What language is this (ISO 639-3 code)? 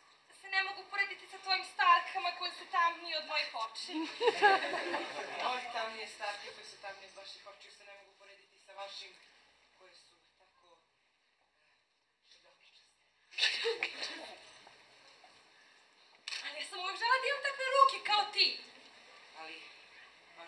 srp